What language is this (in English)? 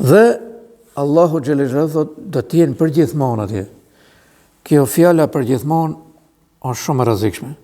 Albanian